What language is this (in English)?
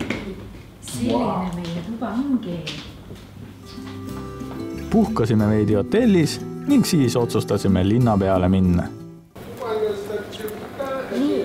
Estonian